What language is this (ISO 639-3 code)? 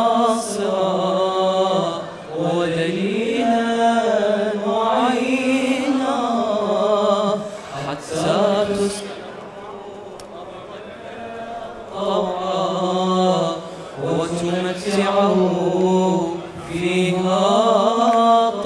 ara